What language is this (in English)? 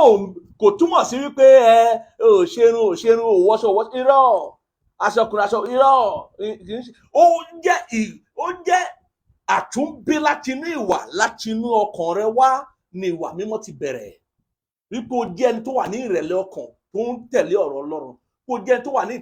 Yoruba